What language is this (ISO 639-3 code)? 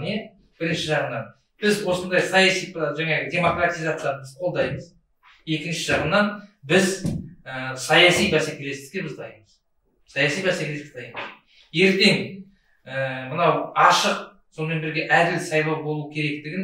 kaz